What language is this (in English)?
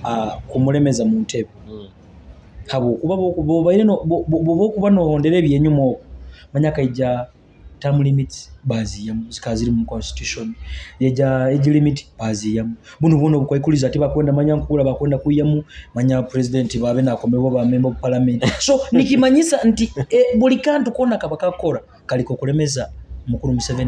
Nyoro